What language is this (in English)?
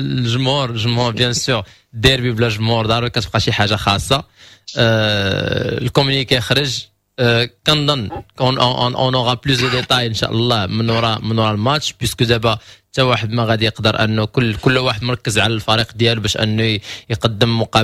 Moroccan Arabic